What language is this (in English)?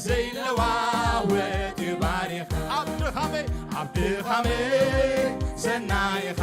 Tigrinya